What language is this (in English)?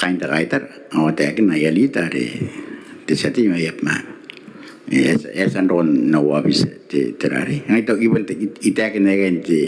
Gilbertese